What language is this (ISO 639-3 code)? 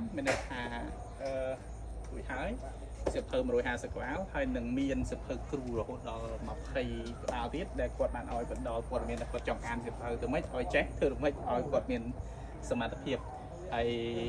khm